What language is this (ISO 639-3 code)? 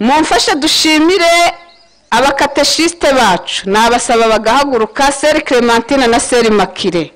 kin